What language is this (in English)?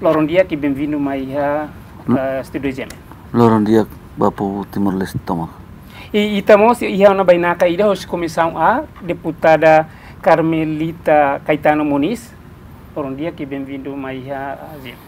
Tetum